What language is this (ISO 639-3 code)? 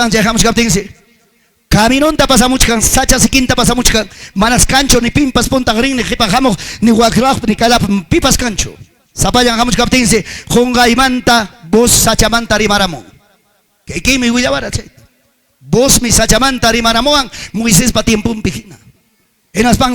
quy